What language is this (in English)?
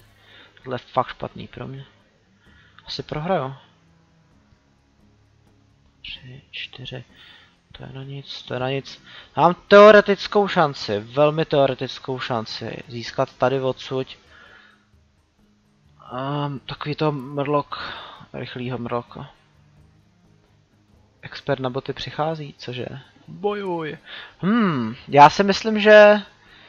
Czech